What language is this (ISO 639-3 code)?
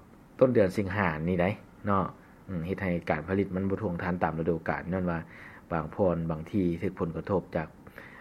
lao